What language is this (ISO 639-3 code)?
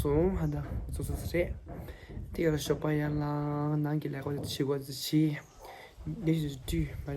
bod